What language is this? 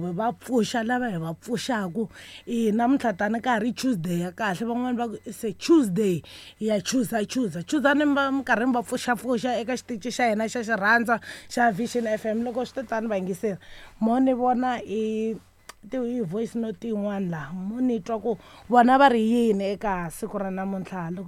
Tsonga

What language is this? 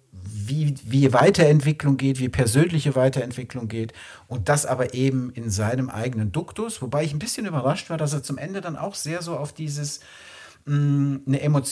German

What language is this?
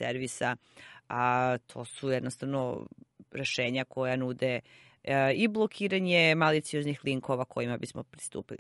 Serbian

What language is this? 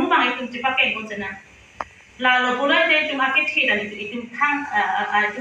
Karbi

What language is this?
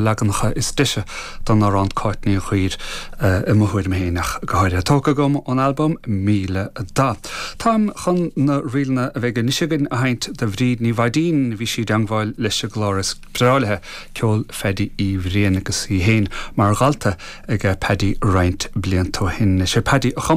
Irish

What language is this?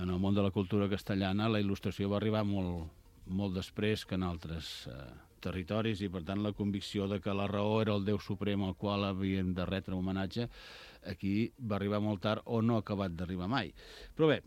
Catalan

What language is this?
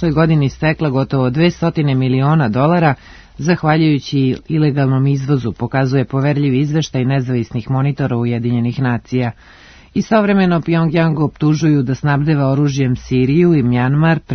Serbian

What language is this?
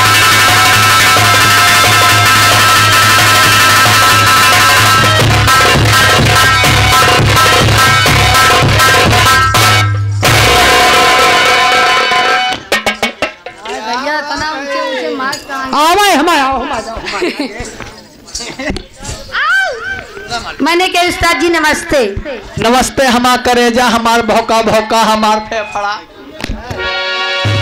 Bhojpuri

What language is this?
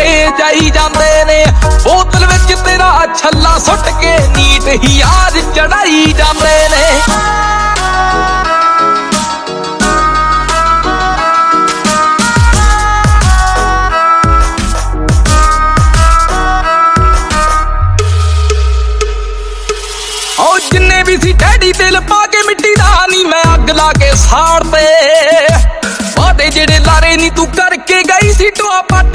Punjabi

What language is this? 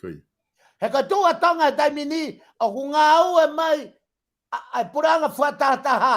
Tongan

